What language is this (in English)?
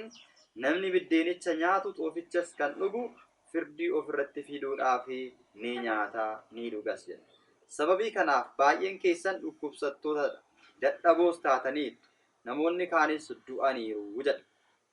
Oromo